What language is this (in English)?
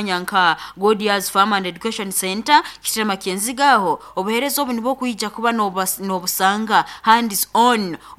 Nyoro